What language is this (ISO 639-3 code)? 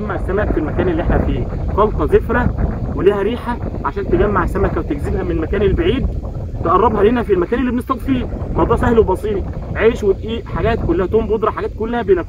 arz